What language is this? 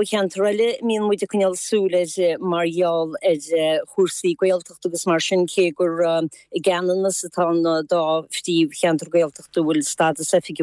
Irish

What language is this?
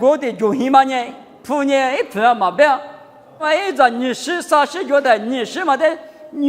Lisu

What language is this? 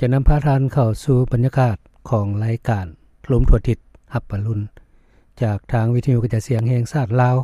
Lao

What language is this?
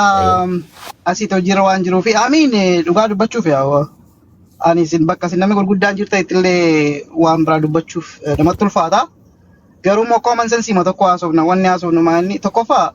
Oromo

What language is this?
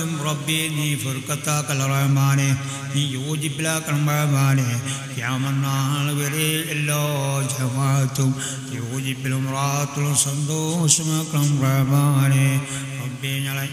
Malayalam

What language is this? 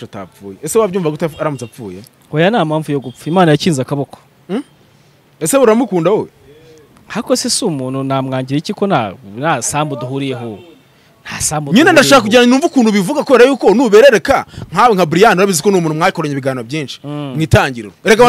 Kinyarwanda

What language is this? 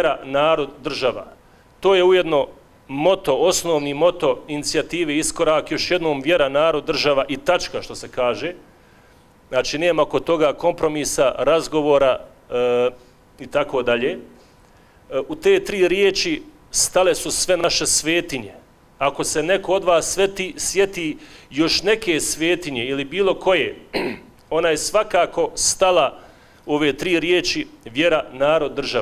Bosnian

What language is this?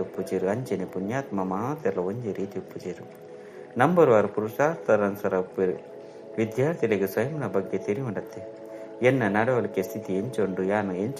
Tulu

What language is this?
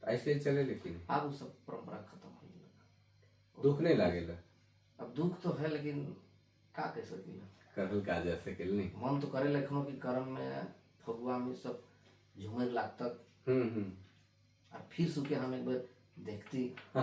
Sadri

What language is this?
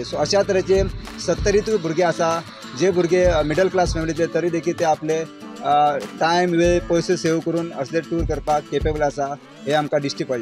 Konkani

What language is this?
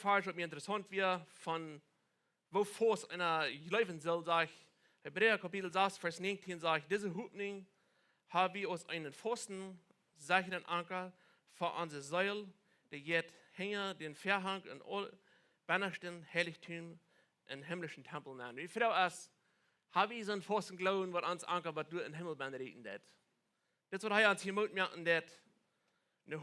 Plautdietsch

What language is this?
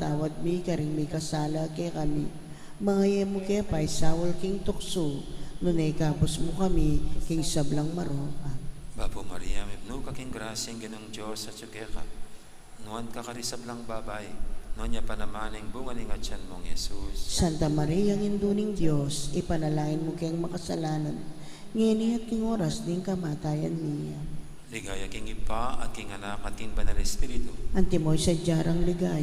Pampanga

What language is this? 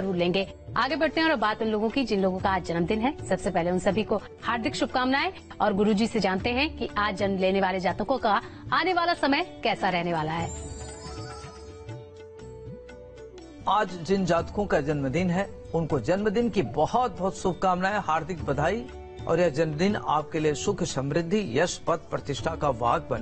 Hindi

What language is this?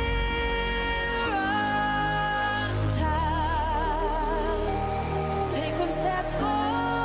Kara-Kalpak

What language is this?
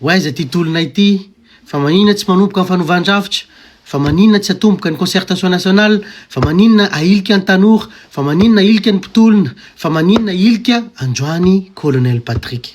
Malagasy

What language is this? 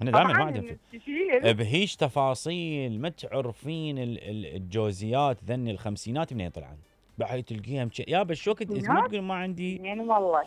Mesopotamian Arabic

